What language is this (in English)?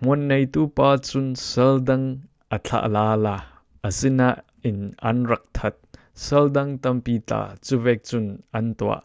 Falam Chin